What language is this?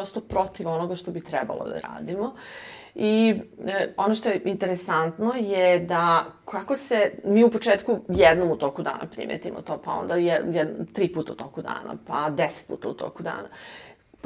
Serbian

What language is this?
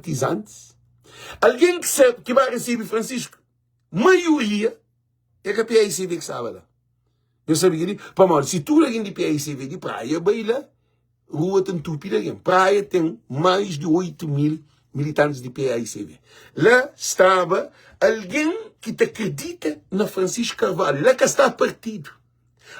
Kabuverdianu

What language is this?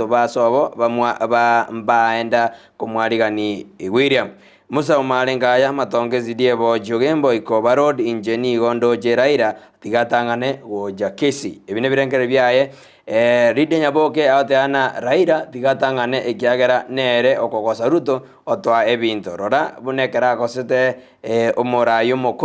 Gusii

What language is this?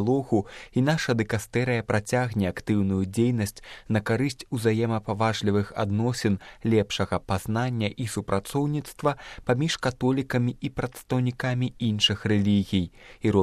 Belarusian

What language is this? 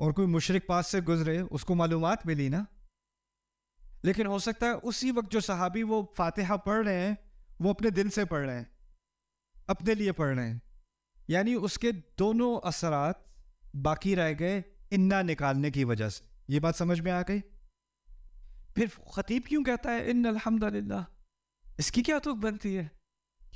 Urdu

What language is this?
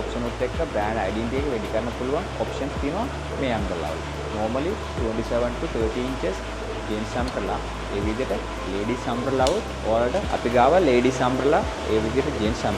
Sinhala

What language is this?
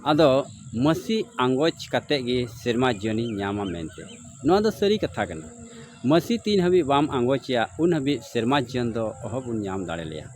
Santali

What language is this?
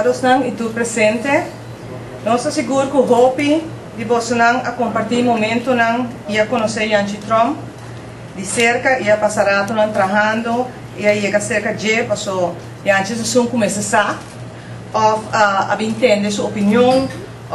Papiamento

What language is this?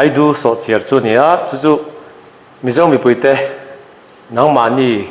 Mizo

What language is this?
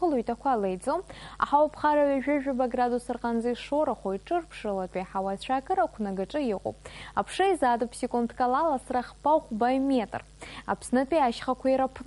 Abkhazian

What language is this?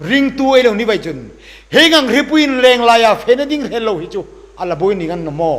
Hmar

